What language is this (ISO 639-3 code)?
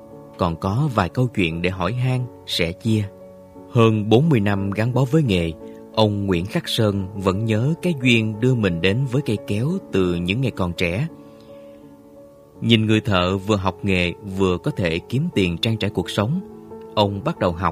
vie